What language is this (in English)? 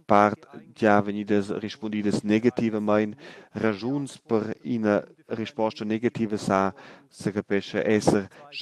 Romansh